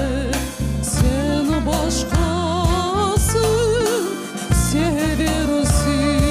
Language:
Crimean Tatar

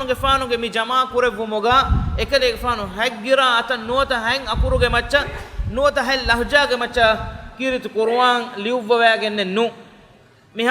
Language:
Divehi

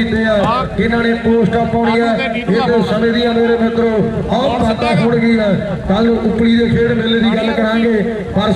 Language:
Punjabi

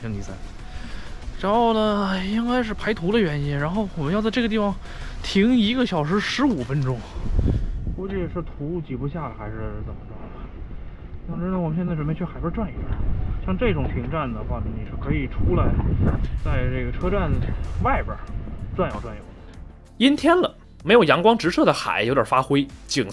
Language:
Chinese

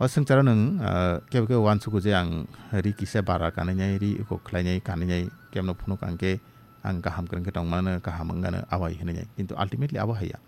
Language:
Kok Borok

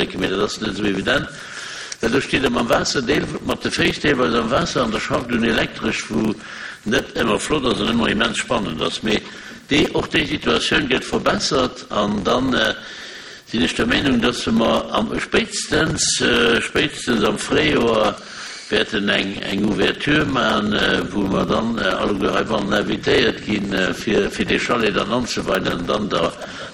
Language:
Luxembourgish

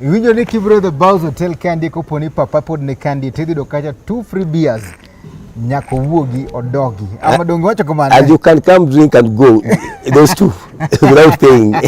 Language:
Luo (Kenya and Tanzania)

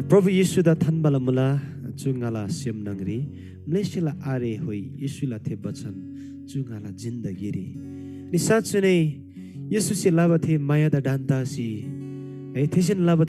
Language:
Eastern Tamang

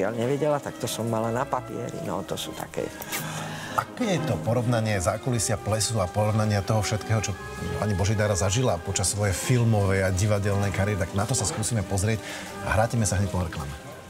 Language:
Slovak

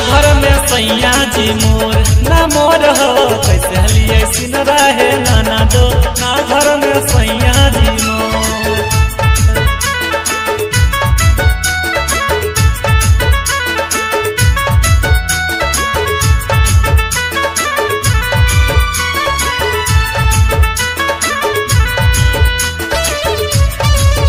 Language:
Bhojpuri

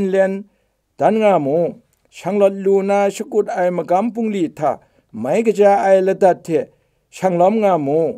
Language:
Kachin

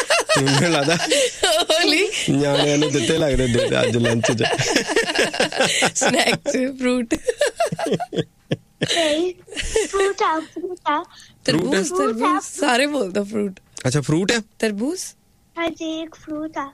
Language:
Punjabi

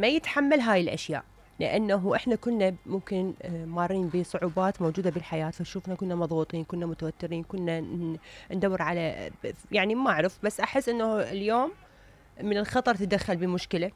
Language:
Mesopotamian Arabic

